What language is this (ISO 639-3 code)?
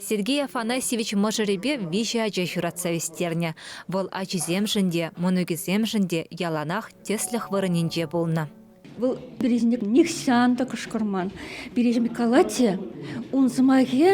chv